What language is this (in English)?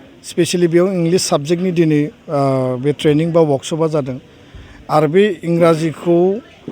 Bodo